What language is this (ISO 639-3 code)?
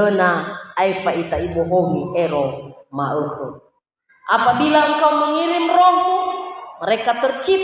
nia